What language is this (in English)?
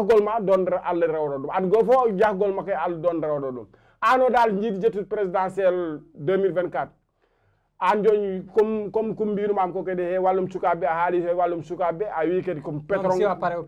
Fula